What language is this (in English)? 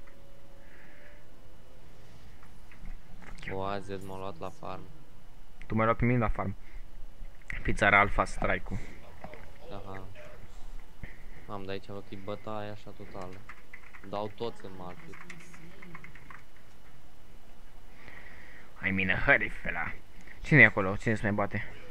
Romanian